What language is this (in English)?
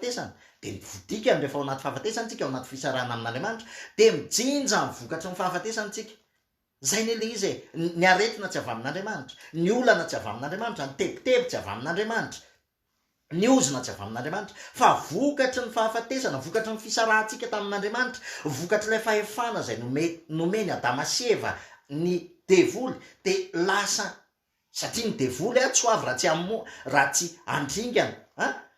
Malagasy